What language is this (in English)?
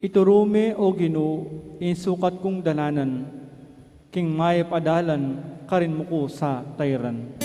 Pampanga